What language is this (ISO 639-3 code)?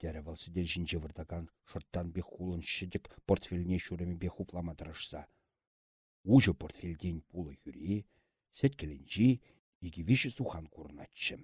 chv